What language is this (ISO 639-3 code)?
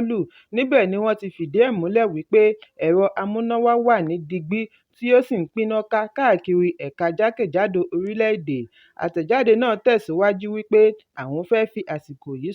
yor